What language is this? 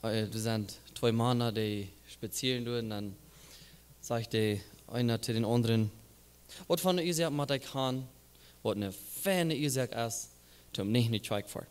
Plautdietsch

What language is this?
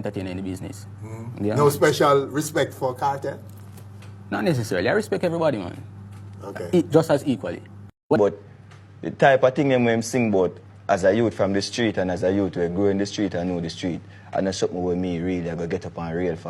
Jamaican Creole English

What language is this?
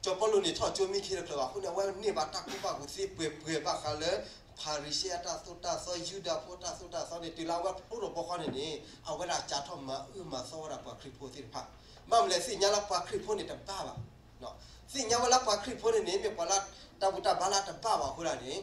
S'gaw Karen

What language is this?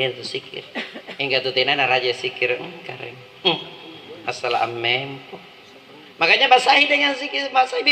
Makasar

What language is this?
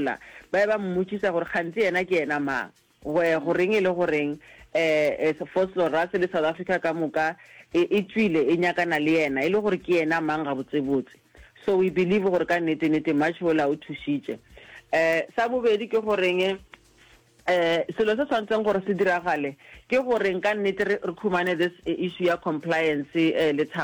Northern Sotho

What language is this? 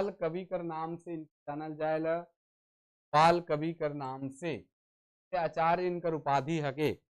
Sadri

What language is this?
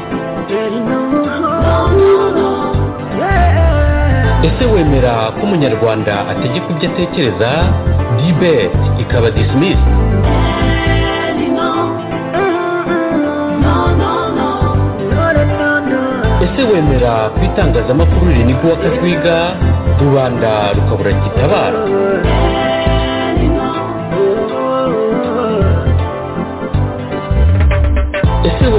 Kinyarwanda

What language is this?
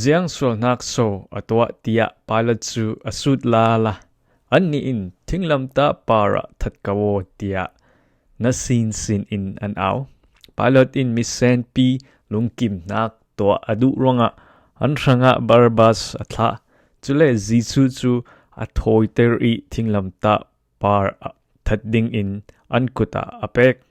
Falam Chin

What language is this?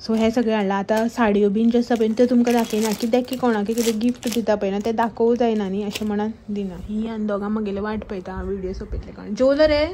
Konkani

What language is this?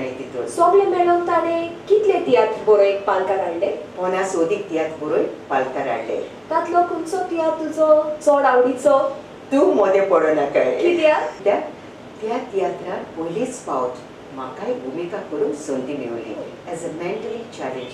Konkani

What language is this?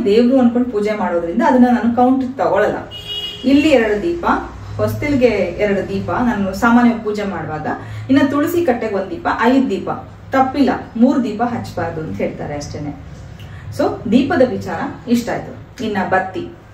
Kannada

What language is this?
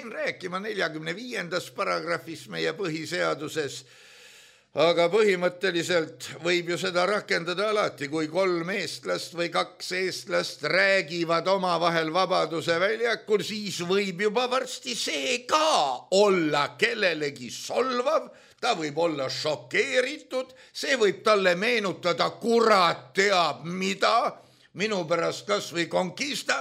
Estonian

